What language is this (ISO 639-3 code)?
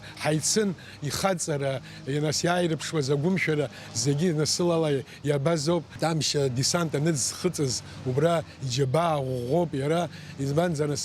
abk